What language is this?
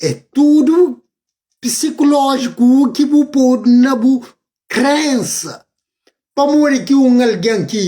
Kabuverdianu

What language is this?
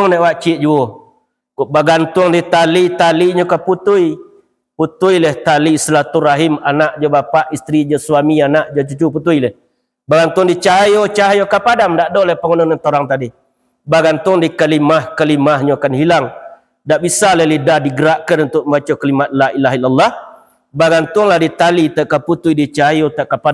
Minangkabau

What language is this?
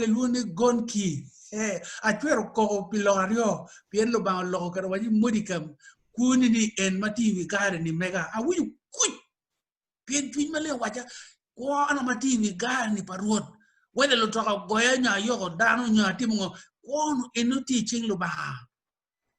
Acoli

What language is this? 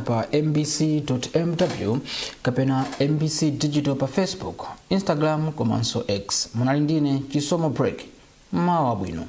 Nyanja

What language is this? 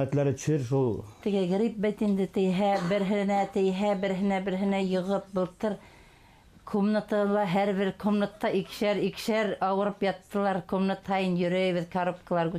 Bashkir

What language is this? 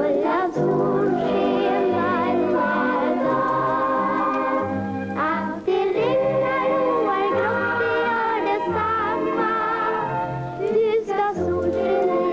Swedish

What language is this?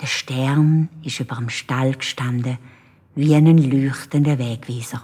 Swiss German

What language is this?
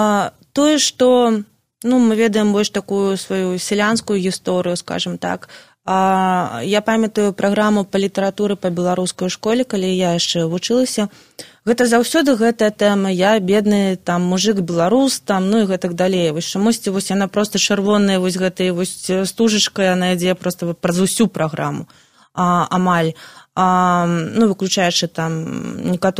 Belarusian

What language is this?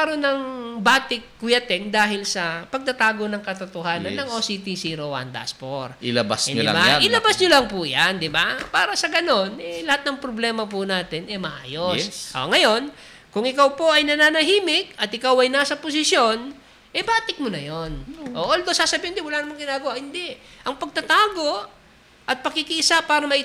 Filipino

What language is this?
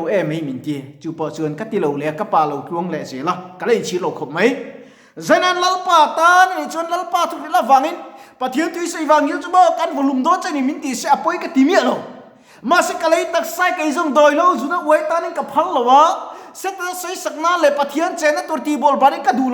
Mizo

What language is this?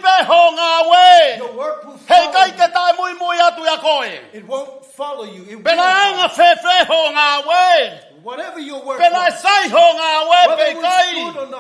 Tongan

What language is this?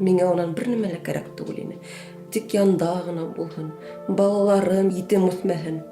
Bashkir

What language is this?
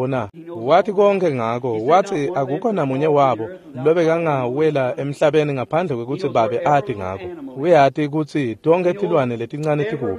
Swati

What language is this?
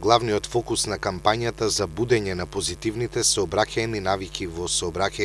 Macedonian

